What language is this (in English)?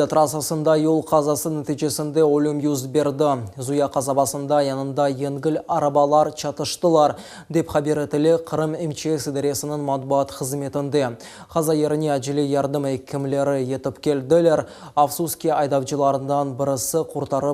Crimean Tatar